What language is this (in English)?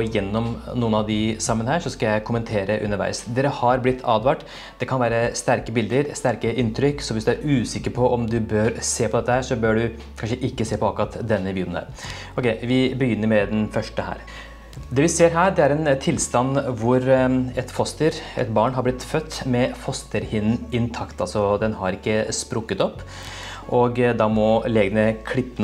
Norwegian